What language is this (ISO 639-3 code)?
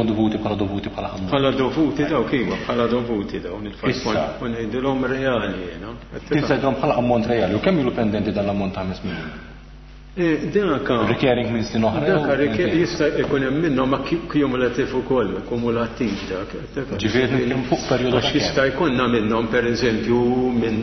mlt